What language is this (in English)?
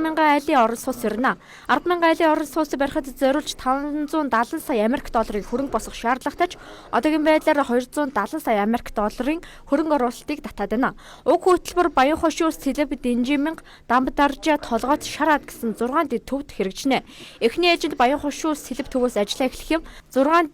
Mongolian